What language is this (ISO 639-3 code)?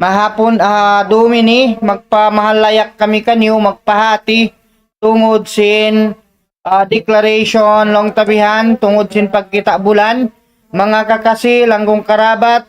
tsg